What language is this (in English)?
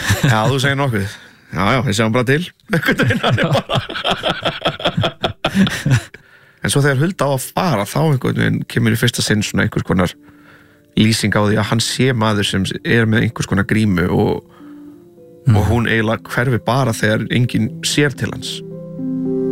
Icelandic